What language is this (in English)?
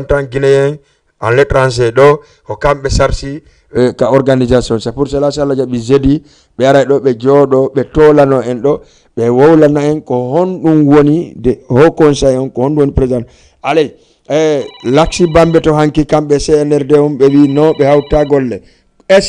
Fula